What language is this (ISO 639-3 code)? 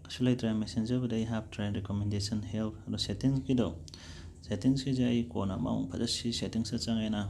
mni